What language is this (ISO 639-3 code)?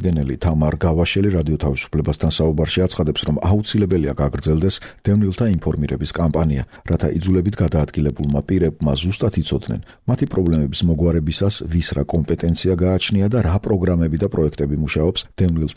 kat